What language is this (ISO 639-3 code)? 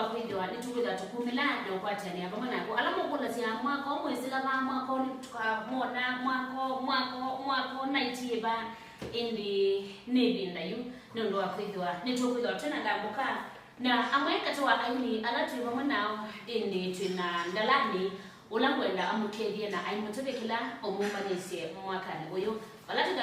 kam